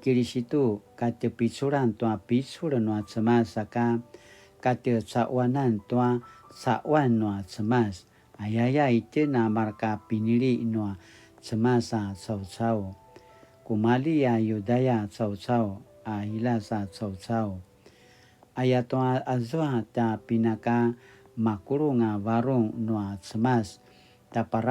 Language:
Paiwan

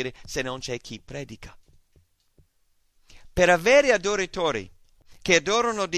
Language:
Italian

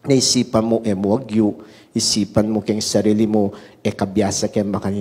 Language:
Pampanga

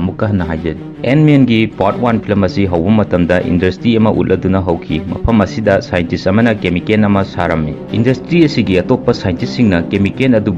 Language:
Manipuri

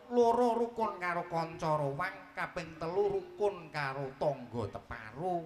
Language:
Javanese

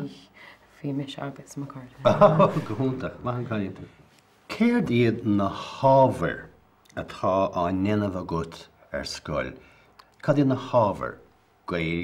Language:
Irish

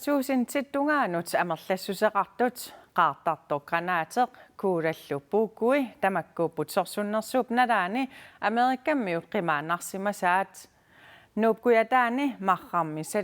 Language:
Kalaallisut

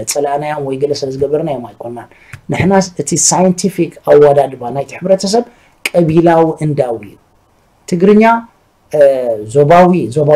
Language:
Tigrinya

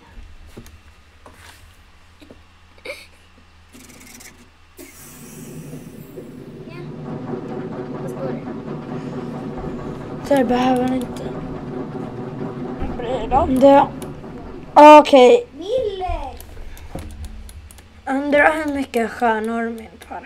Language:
Swedish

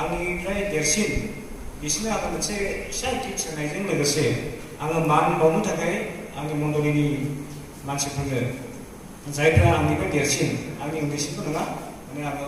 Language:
Bodo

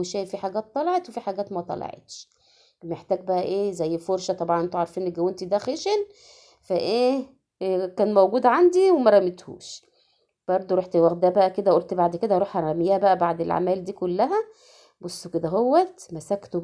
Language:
Egyptian Arabic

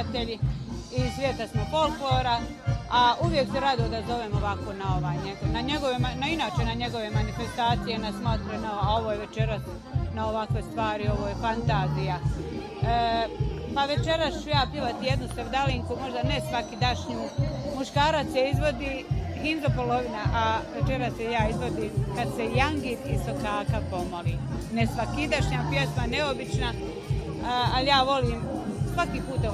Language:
Bosnian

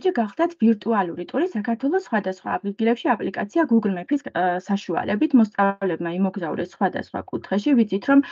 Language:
Georgian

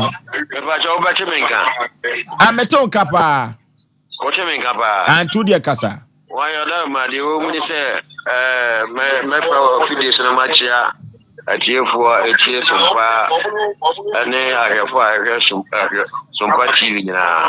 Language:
Akan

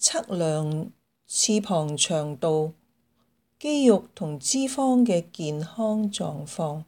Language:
Cantonese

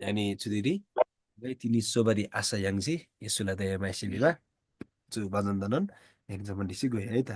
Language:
Eastern Tamang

